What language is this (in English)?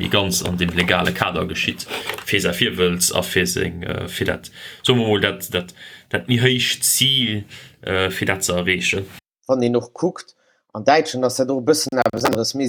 Luxembourgish